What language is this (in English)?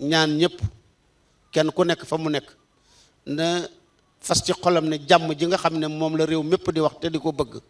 Wolof